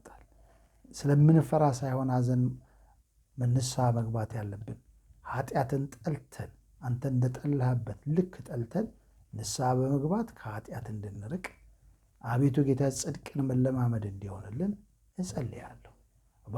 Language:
Amharic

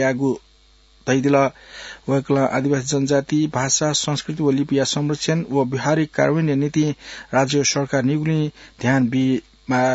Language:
Newari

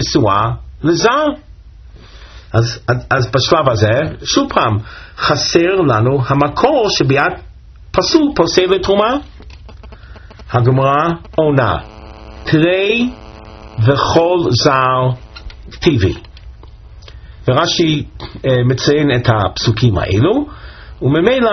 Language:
Hebrew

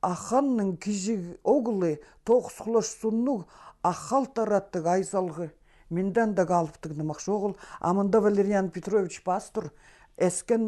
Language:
Khakas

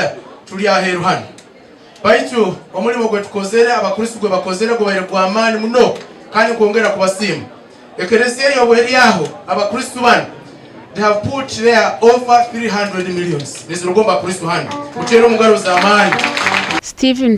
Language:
Nyankole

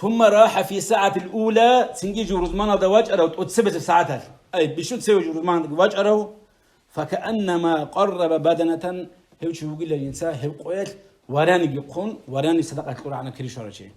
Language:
Avaric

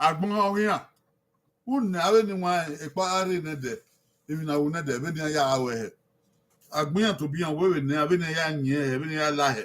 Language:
Bini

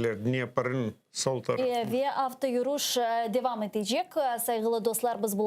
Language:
Crimean Tatar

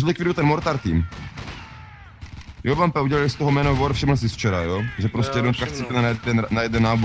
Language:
Czech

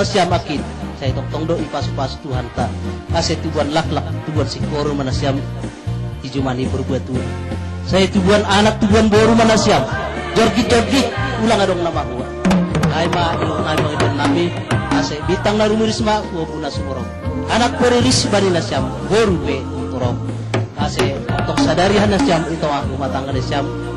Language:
Batak Simalungun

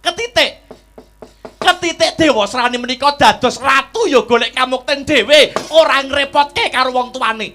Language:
Javanese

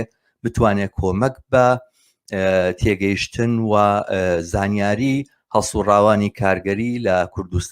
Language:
Central Kurdish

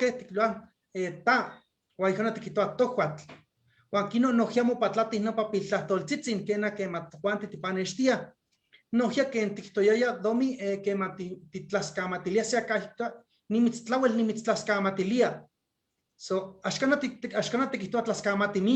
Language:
Eastern Huasteca Nahuatl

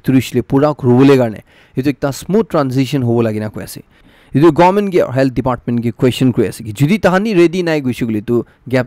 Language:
Naga Pidgin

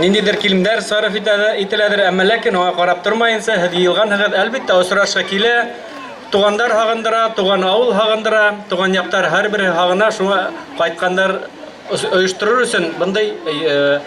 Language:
Bashkir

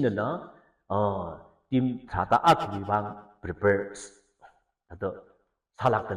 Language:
Tangkhul Naga (India)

